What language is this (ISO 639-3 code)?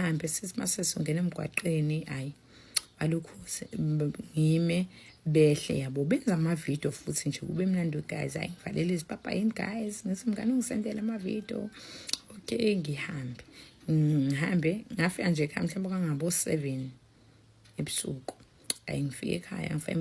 zul